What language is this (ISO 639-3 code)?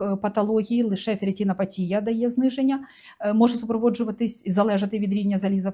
ukr